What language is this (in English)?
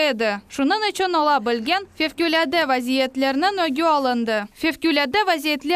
Crimean Tatar